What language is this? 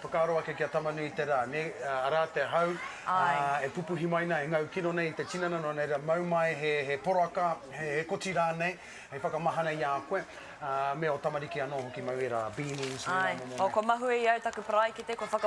Māori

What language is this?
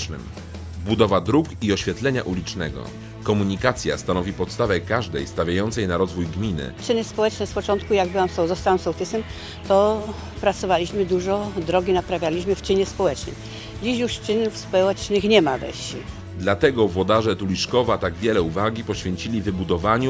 Polish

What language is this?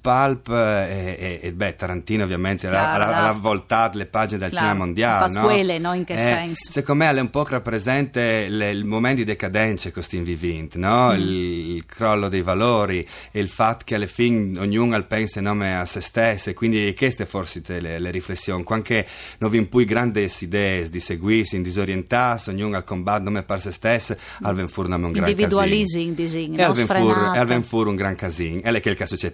Friulian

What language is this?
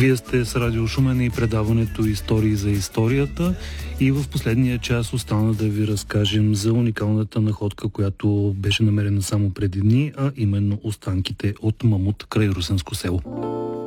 Bulgarian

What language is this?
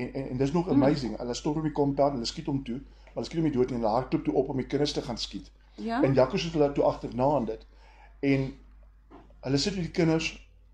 Afrikaans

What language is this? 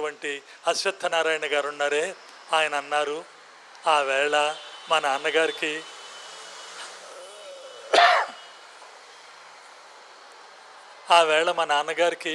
Telugu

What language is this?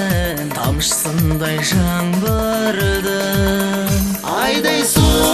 Kazakh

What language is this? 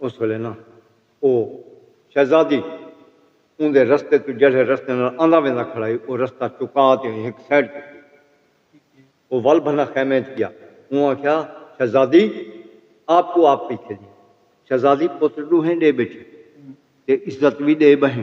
Saraiki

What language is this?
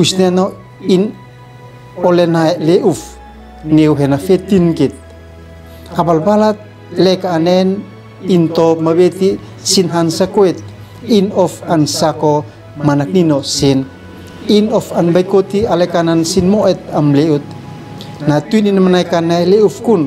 Uab Meto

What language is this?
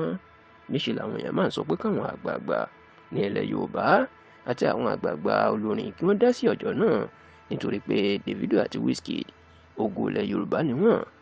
Yoruba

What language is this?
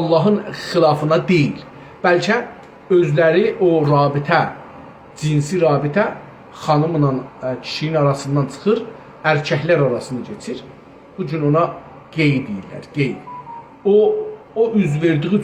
South Azerbaijani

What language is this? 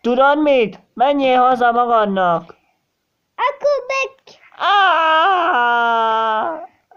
Hungarian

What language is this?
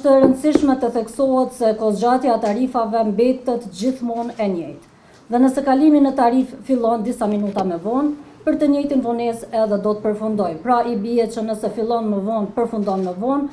Albanian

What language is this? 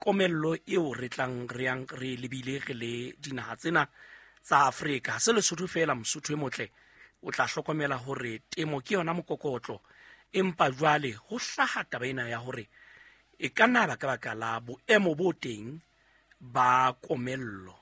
Southern Sotho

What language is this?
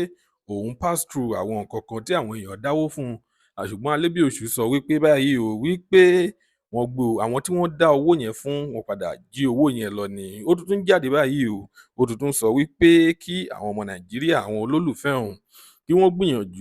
Yoruba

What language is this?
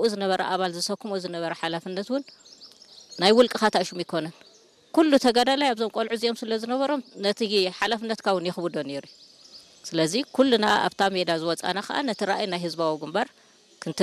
Tigrinya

